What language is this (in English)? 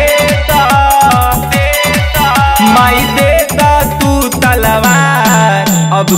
Bhojpuri